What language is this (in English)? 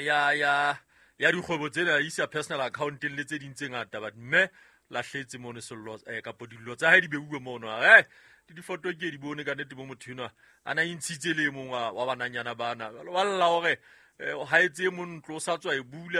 Southern Sotho